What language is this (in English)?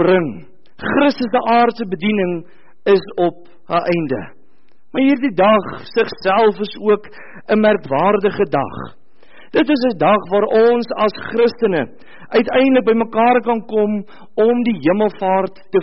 Afrikaans